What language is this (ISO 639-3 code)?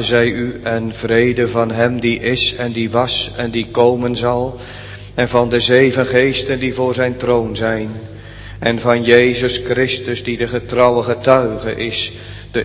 nld